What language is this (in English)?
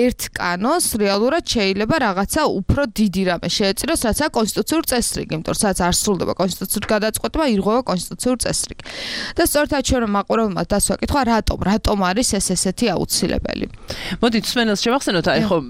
Georgian